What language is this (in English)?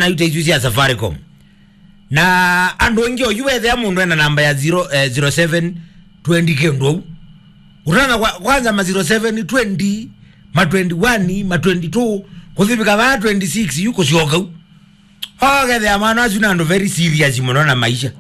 Kamba